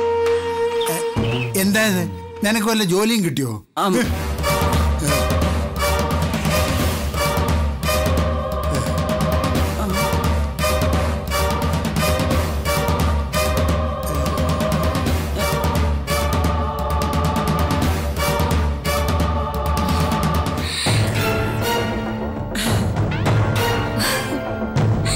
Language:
Malayalam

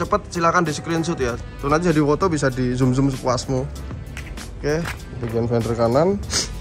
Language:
Indonesian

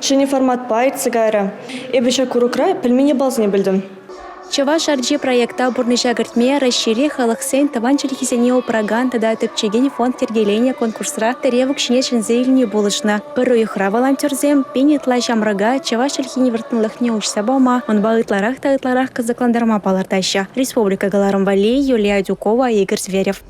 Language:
Chuvash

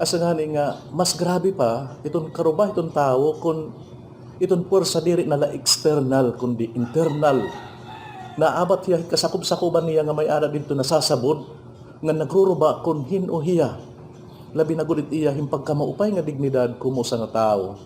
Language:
Waray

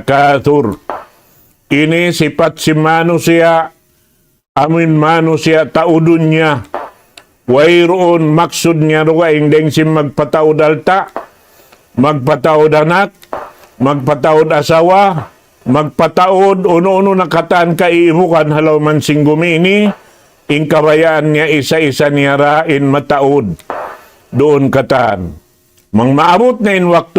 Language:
Tausug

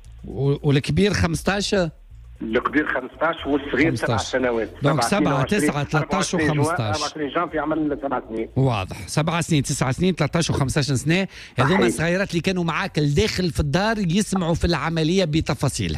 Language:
Tunisian Arabic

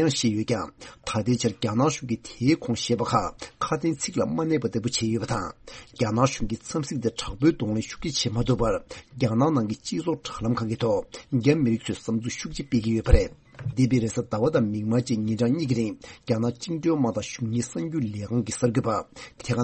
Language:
Tibetan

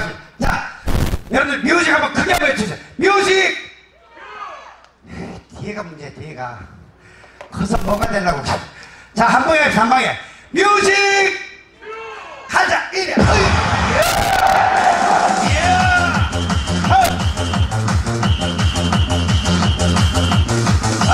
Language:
Korean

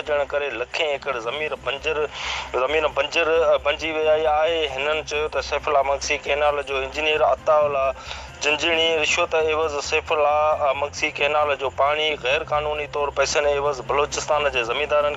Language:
Sindhi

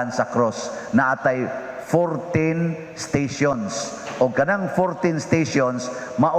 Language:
Cebuano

